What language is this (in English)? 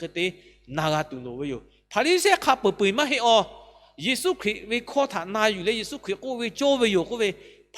Lahu